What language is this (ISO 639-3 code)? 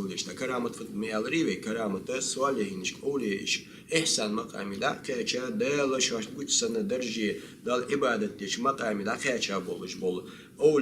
inh